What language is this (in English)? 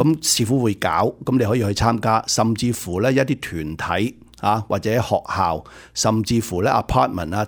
Cantonese